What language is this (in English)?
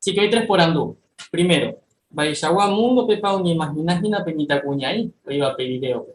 Guarani